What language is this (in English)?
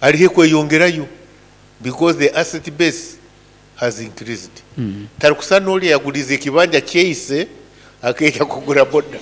Nyankole